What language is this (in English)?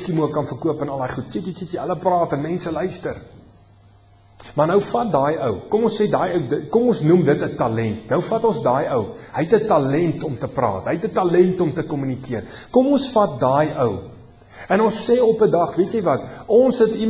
Afrikaans